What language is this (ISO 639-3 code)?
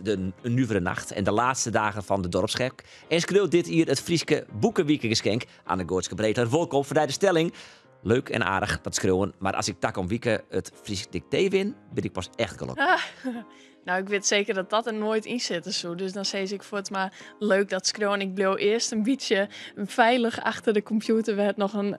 fry